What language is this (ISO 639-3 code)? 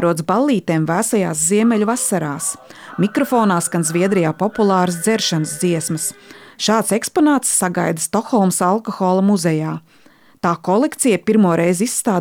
lav